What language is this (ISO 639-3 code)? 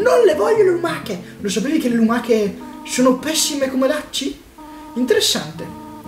ita